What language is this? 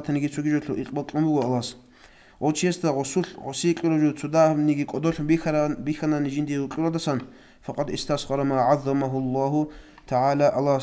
Avaric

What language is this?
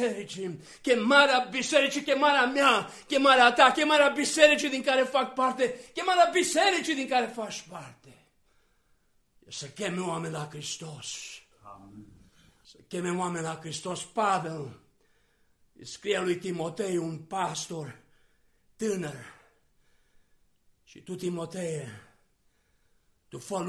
Romanian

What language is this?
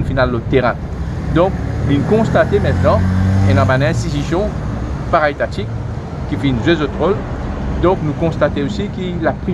Morisyen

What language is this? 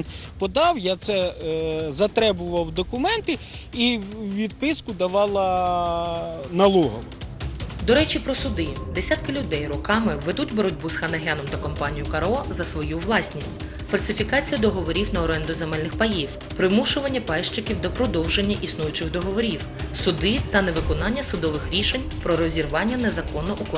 Ukrainian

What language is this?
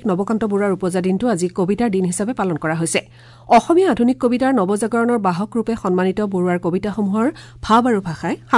Assamese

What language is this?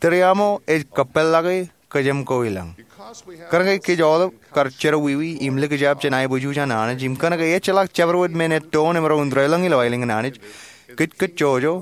Marshallese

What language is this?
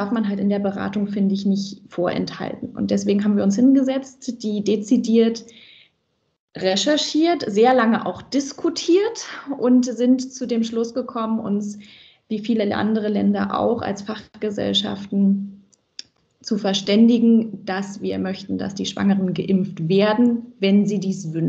German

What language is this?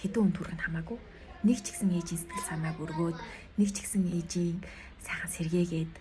Mongolian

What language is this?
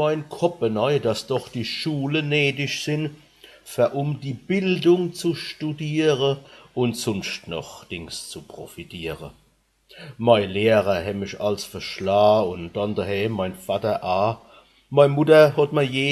Palatine German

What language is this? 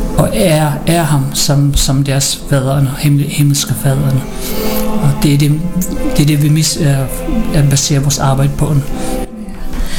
Danish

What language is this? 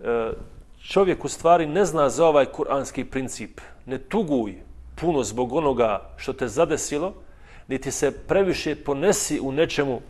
Bosnian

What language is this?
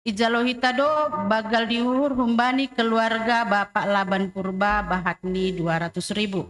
Batak Simalungun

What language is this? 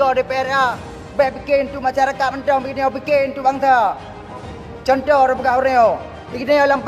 Achinese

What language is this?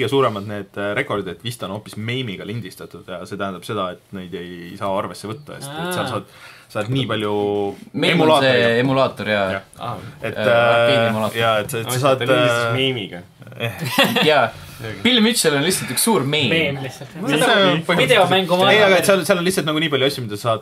Estonian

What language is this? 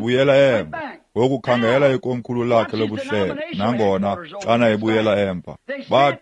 Xhosa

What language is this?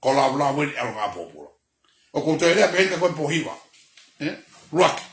Tongan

